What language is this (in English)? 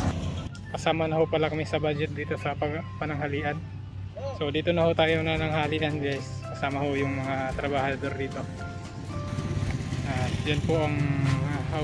Filipino